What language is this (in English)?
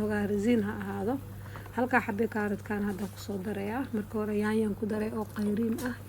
Somali